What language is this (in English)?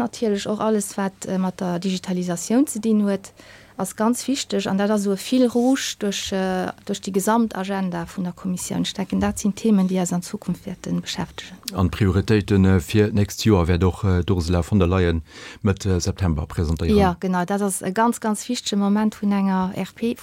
Luxembourgish